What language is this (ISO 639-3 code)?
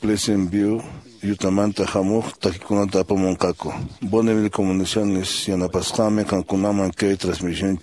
que